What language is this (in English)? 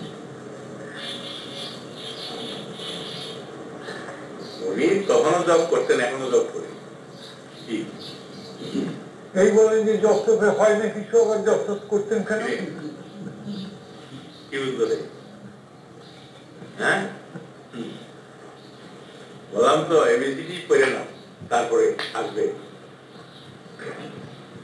Bangla